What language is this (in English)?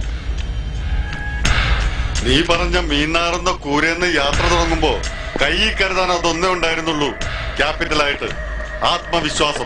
Malayalam